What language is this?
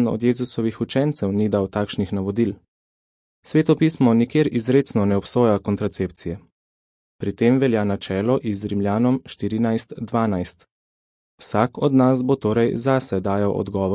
Slovenian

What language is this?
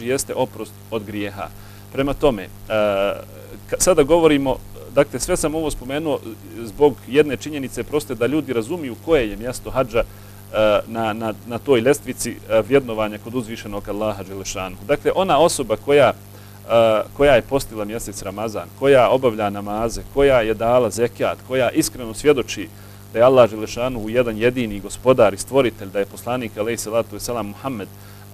Bosnian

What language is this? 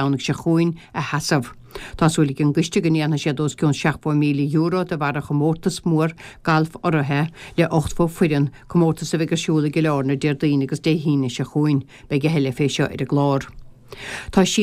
Irish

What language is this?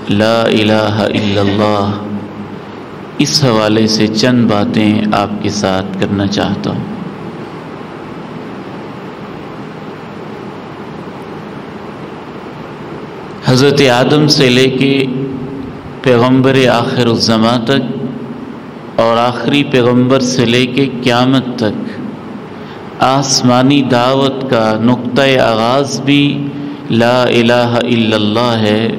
Urdu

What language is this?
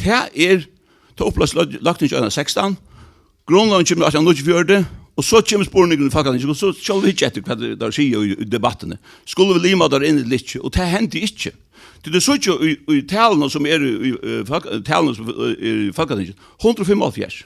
Faroese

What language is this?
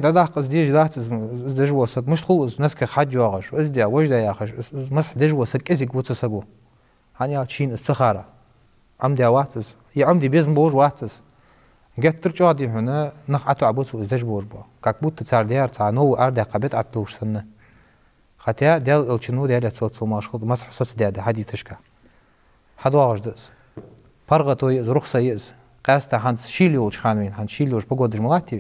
Ingush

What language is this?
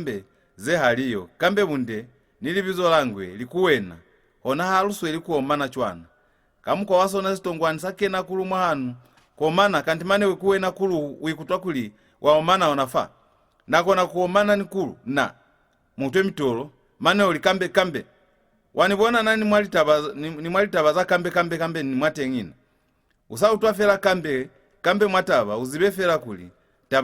Lozi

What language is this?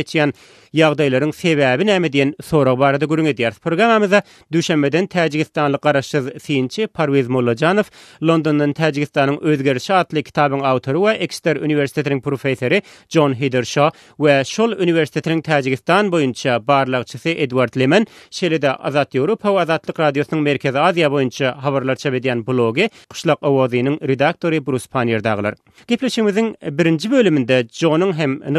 Turkmen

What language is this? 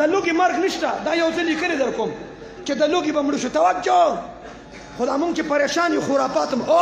Pashto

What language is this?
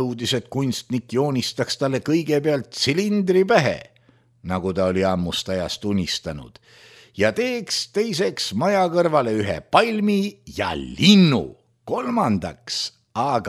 Estonian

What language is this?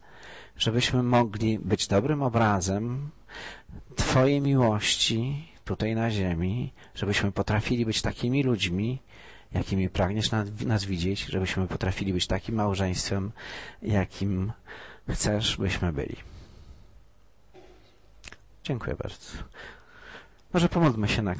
Polish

